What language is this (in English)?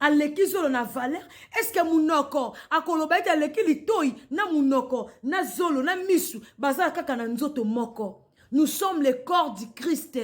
Lingala